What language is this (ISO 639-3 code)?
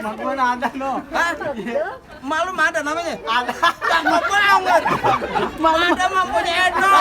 bew